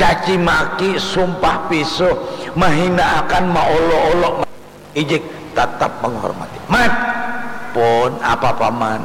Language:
Banjar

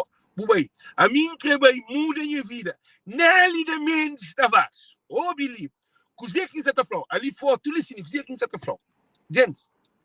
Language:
Kabuverdianu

